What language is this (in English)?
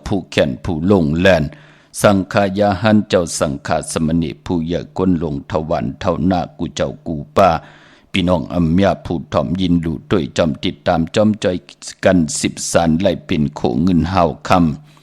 Shan